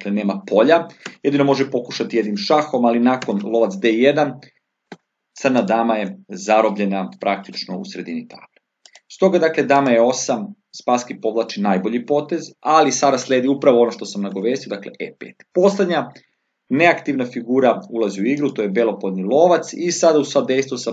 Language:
Serbian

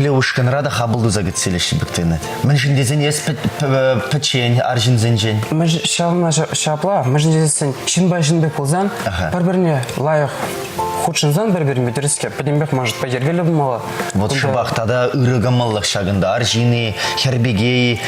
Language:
Chuvash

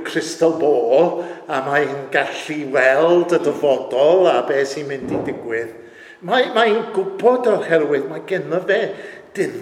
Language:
Welsh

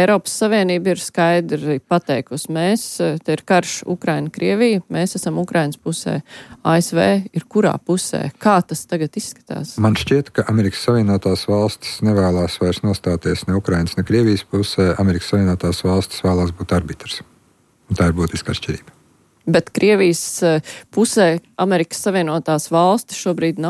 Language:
Latvian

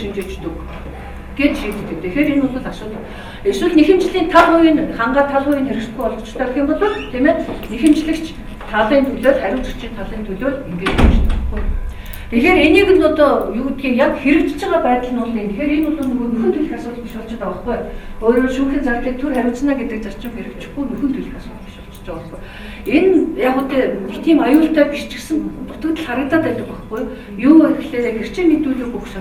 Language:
Mongolian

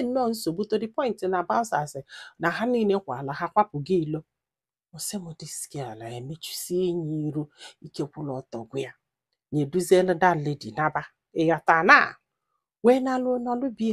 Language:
Igbo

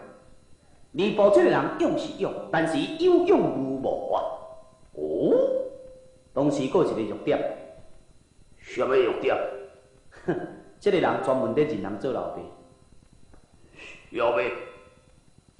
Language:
Min Nan Chinese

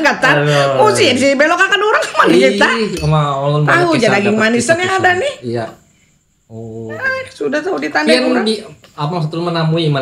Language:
Banjar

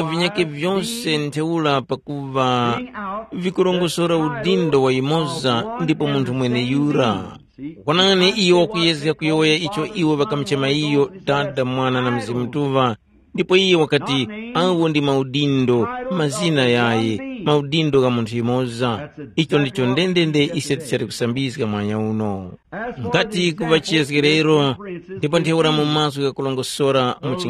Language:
Tumbuka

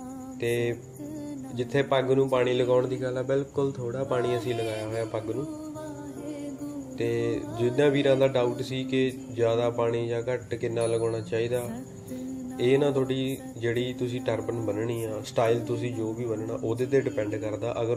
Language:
Punjabi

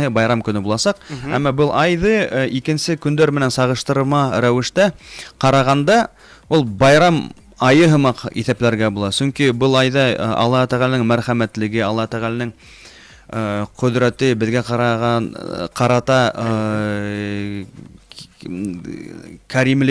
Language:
Bashkir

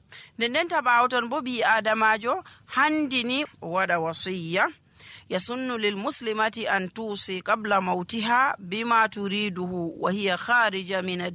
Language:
Nigerian Fulfulde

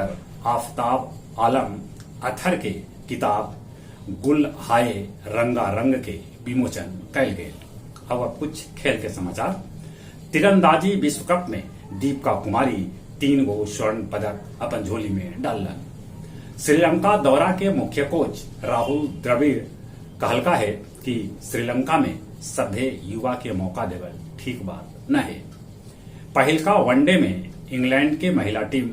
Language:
Magahi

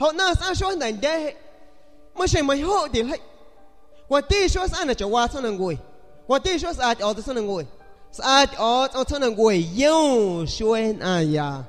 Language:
San Pedro Amuzgos Amuzgo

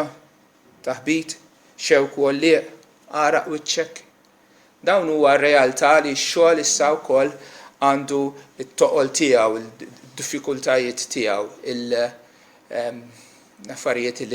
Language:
Maltese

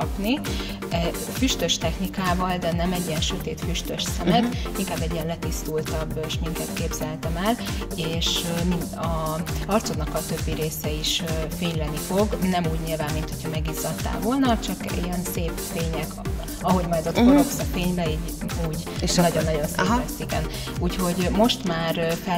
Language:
Hungarian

